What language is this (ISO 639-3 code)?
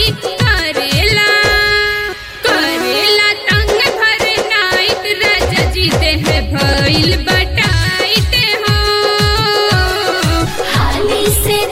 bho